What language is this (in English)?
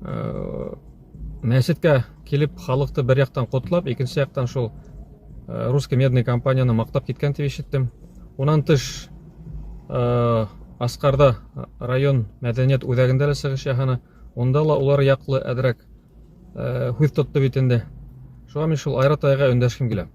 Bashkir